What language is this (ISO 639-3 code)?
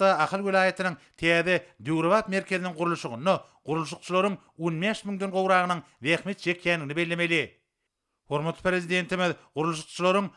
tuk